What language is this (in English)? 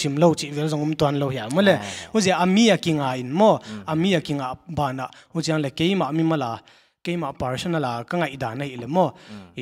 Paite Chin